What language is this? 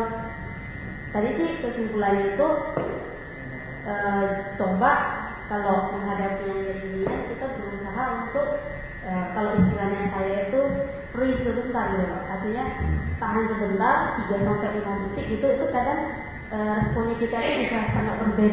Indonesian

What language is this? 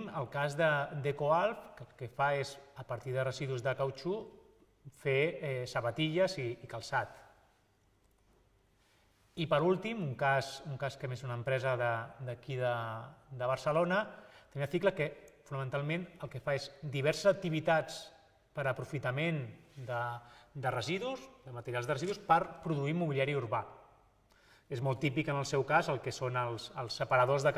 Catalan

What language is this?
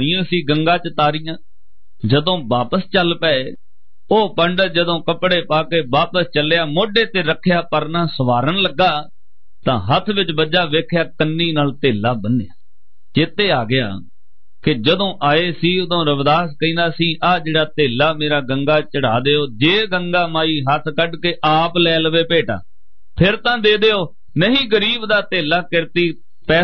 Punjabi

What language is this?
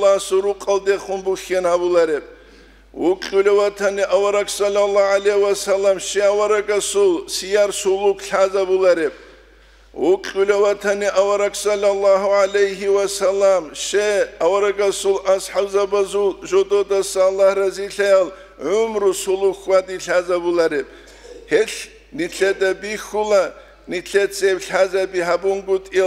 Avaric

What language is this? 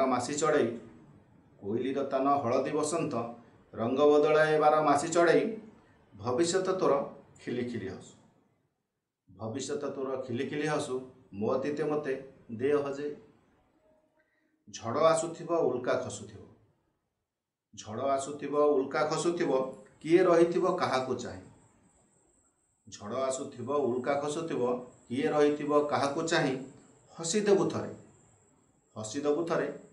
Odia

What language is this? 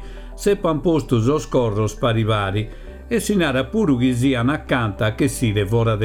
Sardinian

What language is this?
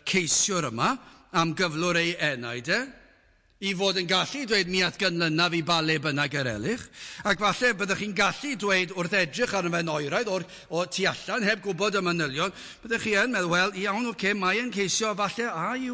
Welsh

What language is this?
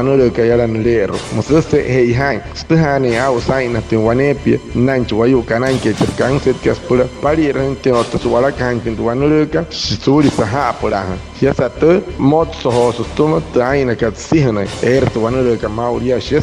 Wayuu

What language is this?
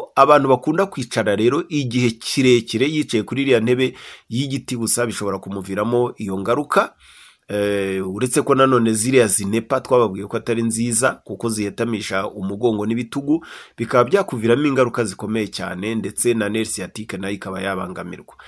Kinyarwanda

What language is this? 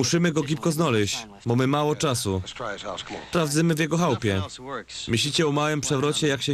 Silesian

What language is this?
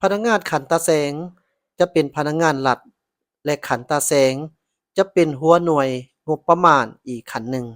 Lao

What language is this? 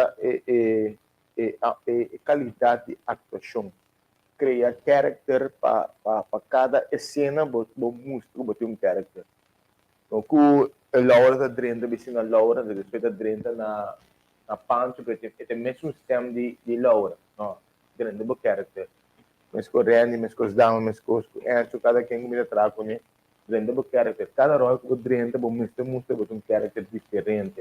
Papiamento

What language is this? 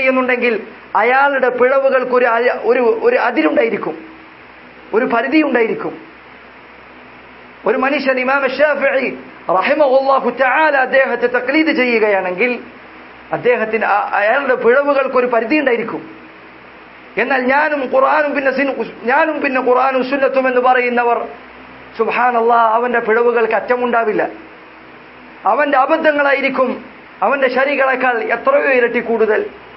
Malayalam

